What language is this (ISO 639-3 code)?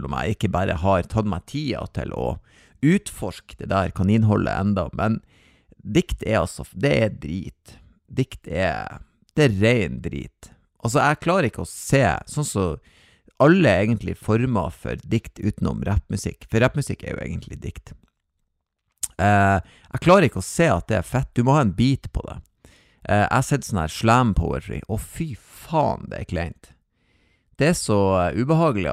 nor